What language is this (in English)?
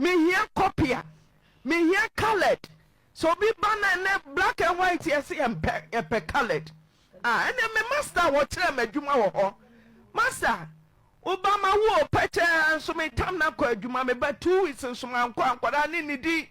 Akan